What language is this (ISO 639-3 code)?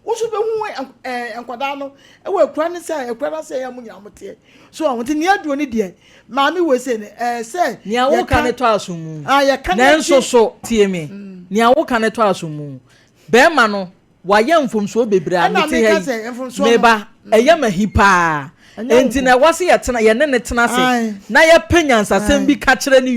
aka